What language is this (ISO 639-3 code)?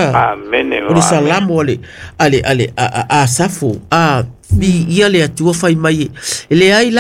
smo